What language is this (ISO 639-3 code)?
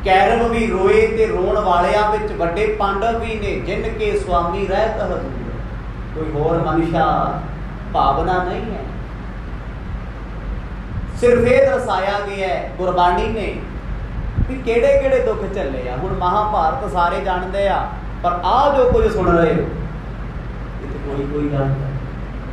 pan